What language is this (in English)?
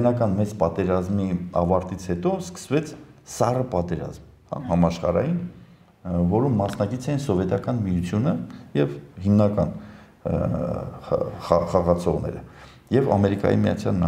Armenian